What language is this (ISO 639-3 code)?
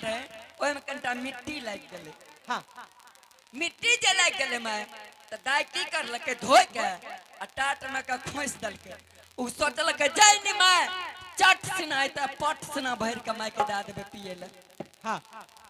anp